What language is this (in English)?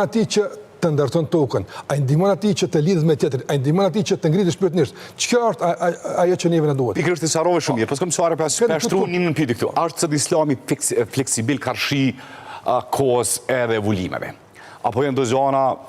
Albanian